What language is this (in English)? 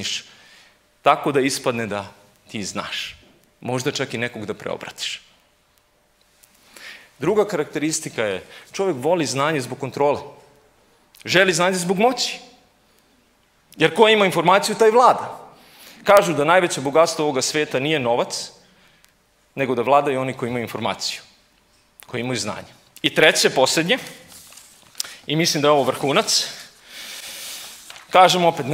Serbian